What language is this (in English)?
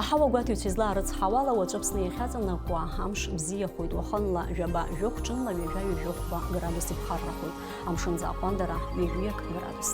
Abkhazian